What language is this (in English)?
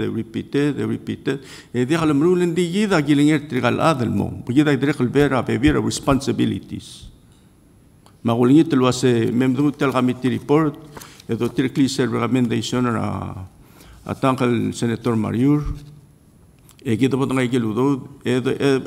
Palauan